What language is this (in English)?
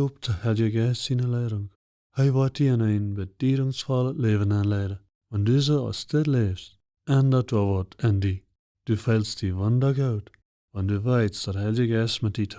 Plautdietsch